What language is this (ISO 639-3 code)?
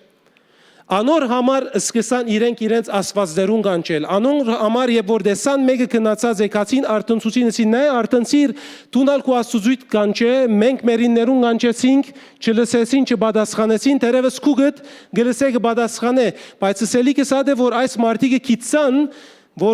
hyw